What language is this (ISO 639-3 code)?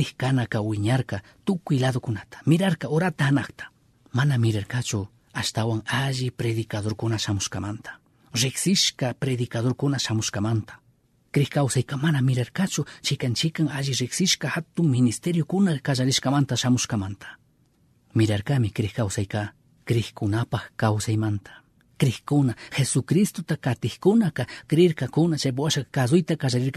qug